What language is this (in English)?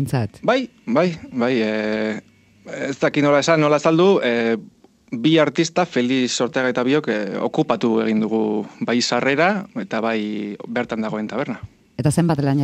Basque